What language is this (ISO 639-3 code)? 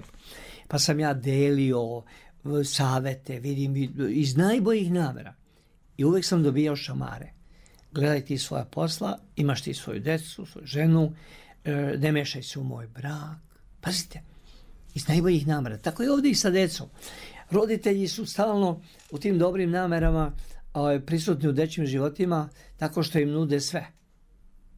srp